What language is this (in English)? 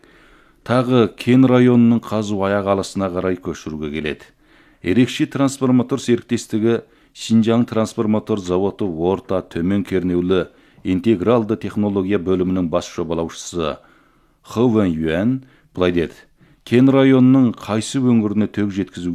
Kazakh